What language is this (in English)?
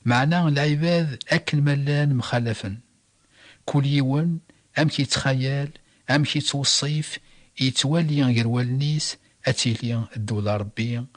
Kabyle